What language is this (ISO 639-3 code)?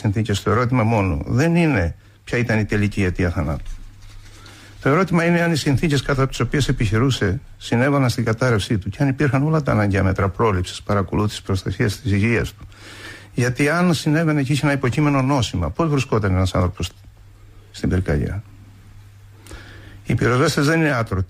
ell